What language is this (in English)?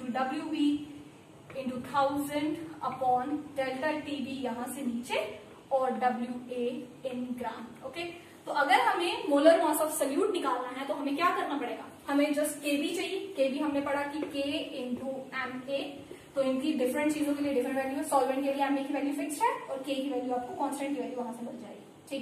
Hindi